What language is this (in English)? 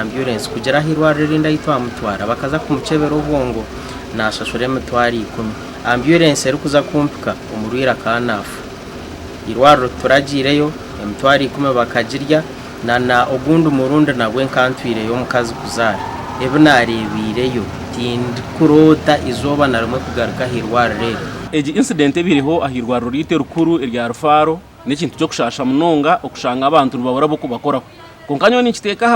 Nyankole